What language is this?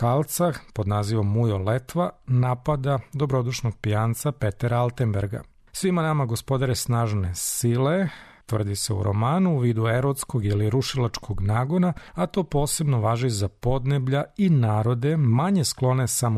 Serbian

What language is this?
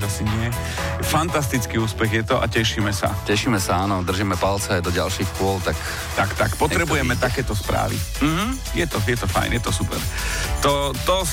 Slovak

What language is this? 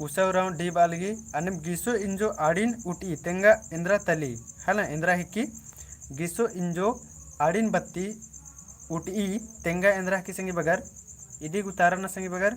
Kurukh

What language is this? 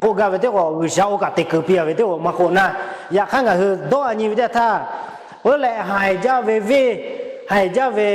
Lahu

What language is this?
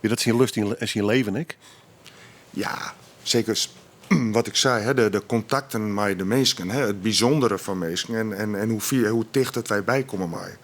Western Frisian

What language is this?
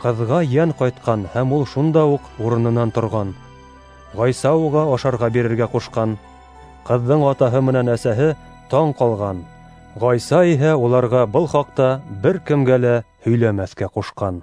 Bashkir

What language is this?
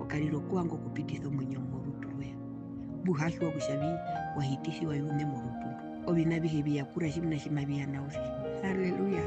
Herero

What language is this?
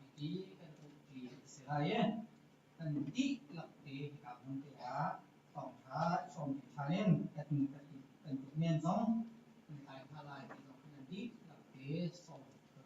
Hakha Chin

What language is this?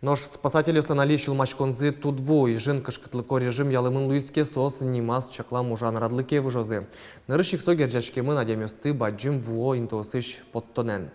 Udmurt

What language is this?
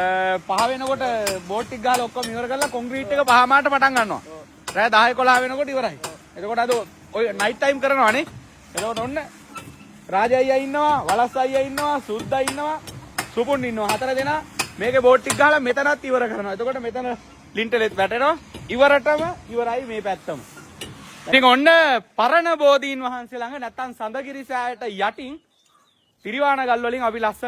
Sinhala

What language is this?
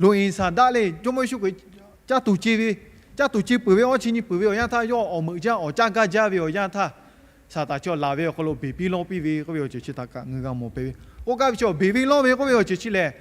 Lahu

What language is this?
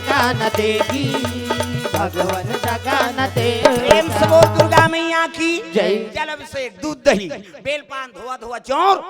Chhattisgarhi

